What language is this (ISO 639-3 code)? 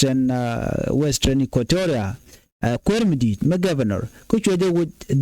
nus